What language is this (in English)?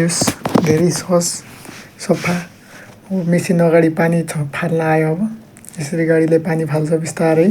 Nepali